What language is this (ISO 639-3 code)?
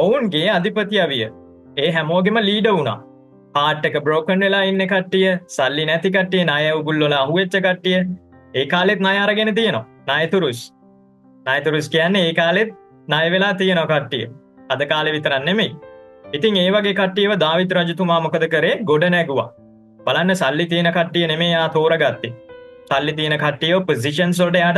sin